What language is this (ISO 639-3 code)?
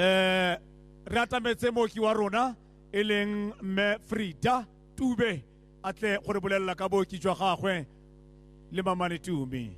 tsn